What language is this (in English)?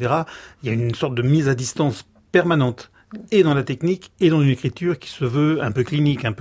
French